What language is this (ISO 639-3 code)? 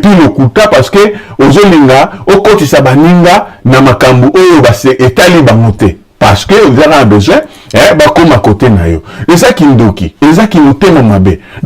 lin